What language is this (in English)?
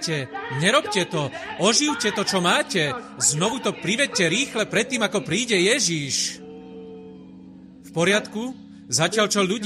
Slovak